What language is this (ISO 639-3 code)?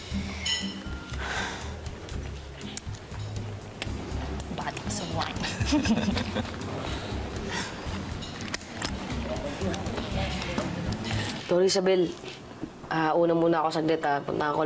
fil